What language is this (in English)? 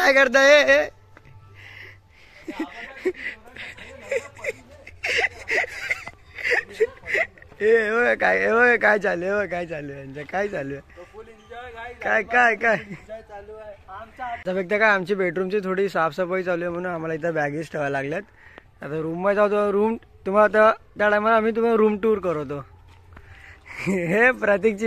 Marathi